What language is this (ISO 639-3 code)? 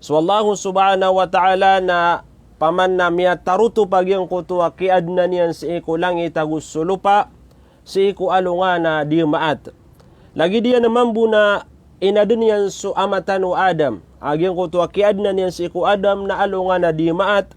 mrw